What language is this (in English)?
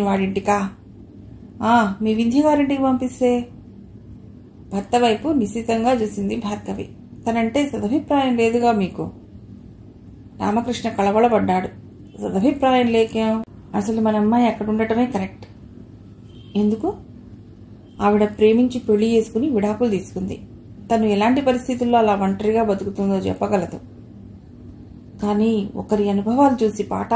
Telugu